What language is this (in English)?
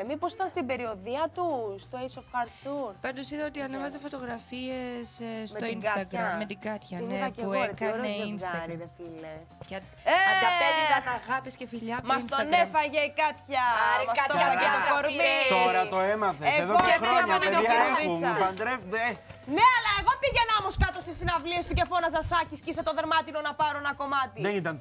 Greek